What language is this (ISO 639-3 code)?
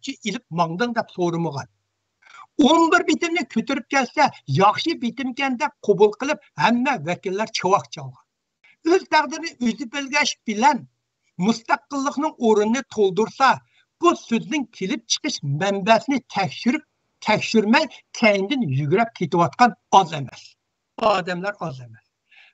uig